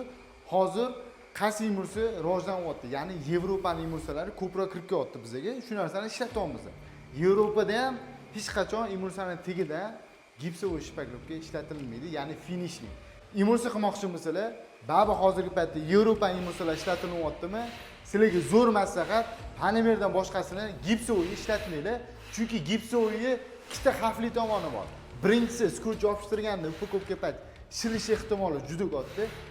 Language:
Uzbek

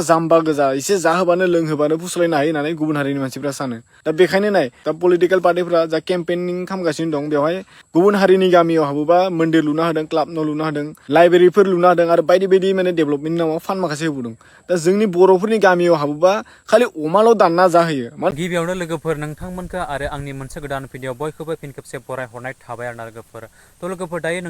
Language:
Bodo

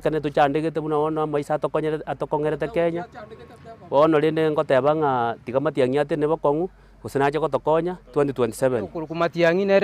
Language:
Gusii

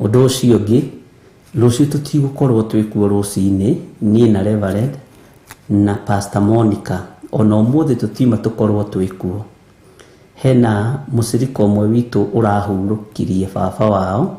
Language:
Kikuyu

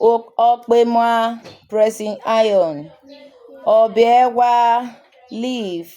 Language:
Urhobo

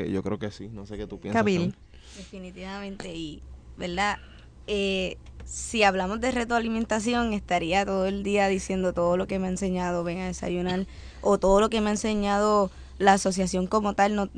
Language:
Spanish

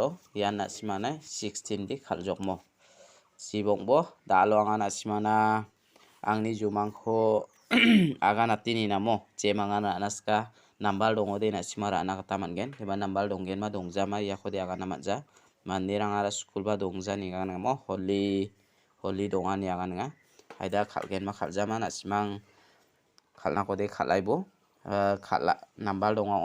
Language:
Garo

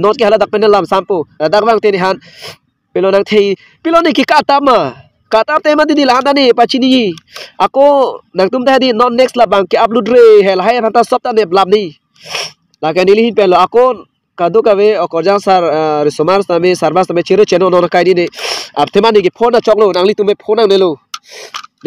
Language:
Karbi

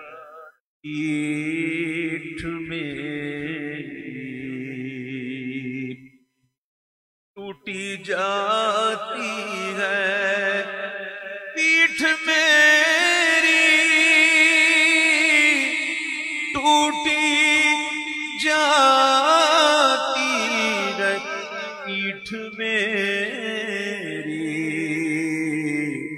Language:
Hindi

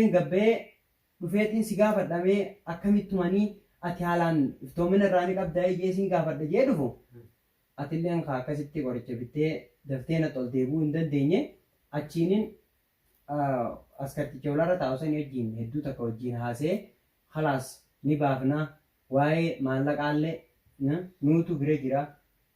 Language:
Oromo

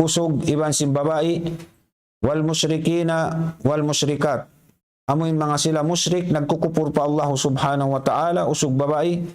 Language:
Tausug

